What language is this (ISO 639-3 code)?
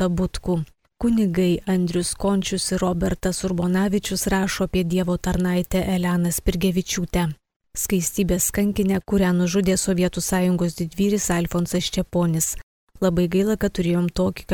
lit